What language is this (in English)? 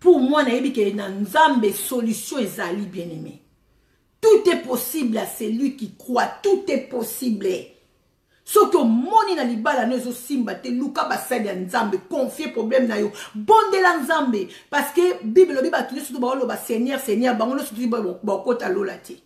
Lingala